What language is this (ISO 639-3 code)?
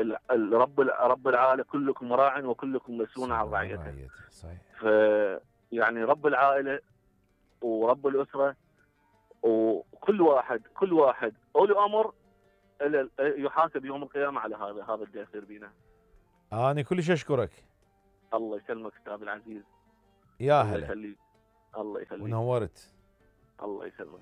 acm